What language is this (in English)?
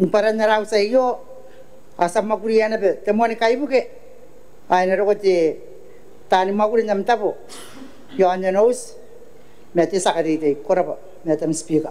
Gilbertese